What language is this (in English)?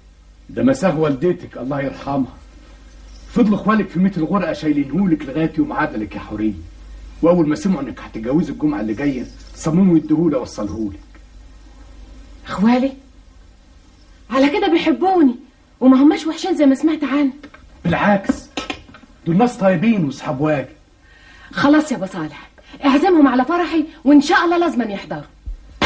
Egyptian Arabic